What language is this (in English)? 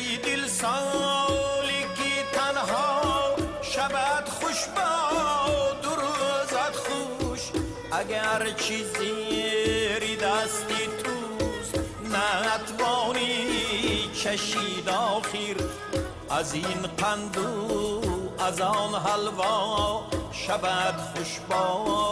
Tajik